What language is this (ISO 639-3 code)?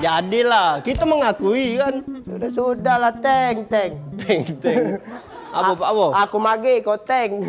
mui